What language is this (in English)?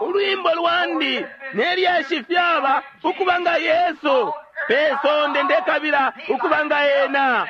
Bemba